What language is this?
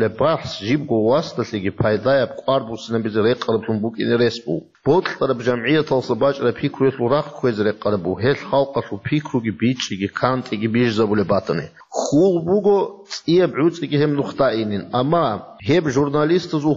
Avaric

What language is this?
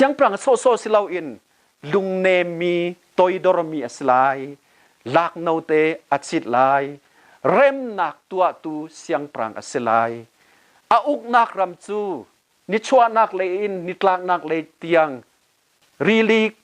Hakha Chin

